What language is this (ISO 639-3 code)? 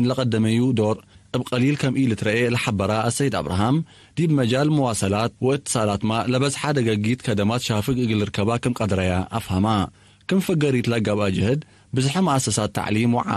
tig